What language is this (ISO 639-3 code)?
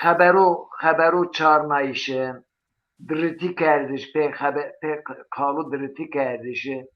zza